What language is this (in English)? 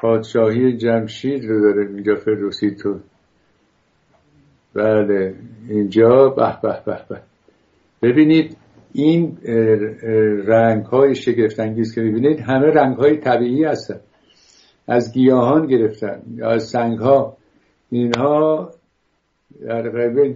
Persian